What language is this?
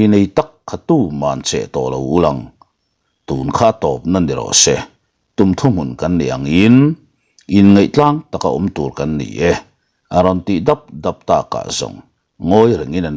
Mizo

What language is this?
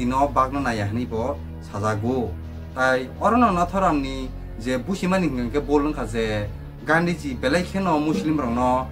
Kok Borok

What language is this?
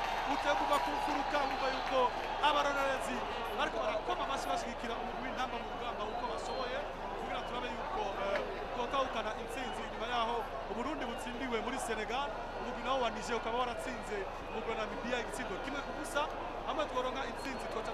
Rundi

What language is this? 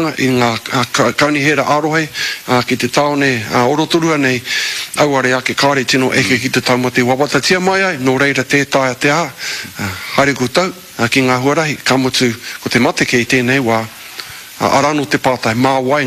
Māori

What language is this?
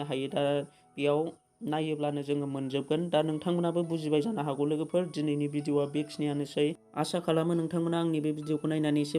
Bodo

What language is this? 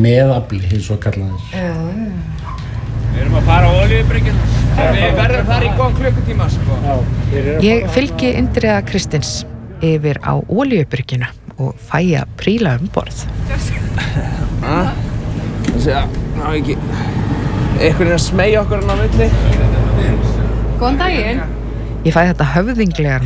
Icelandic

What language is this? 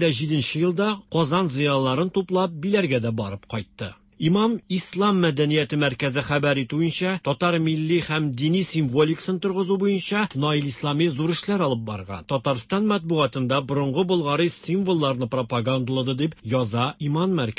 Tatar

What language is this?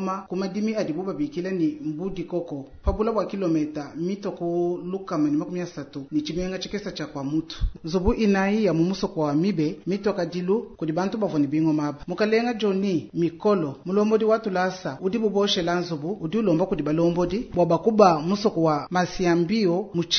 Luba-Lulua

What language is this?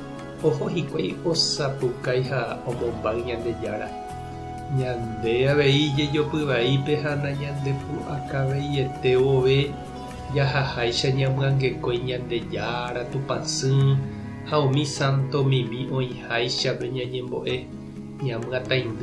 Guarani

